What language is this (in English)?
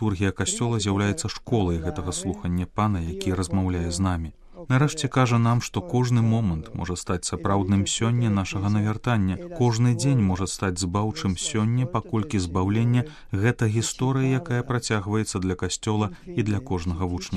Belarusian